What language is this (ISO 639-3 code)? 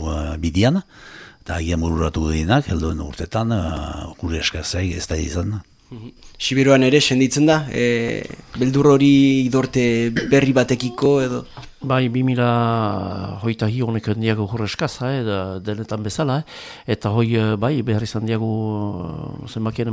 eus